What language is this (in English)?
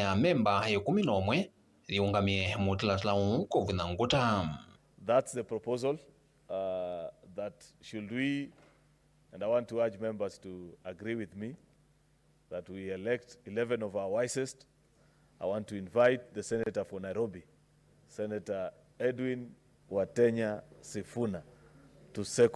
Kamba